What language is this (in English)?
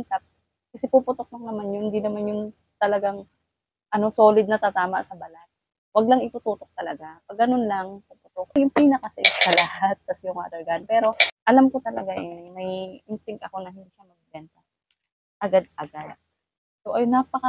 Filipino